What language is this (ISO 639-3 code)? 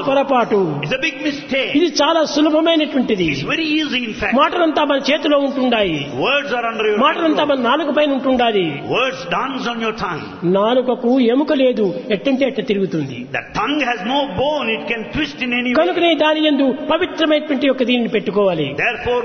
tel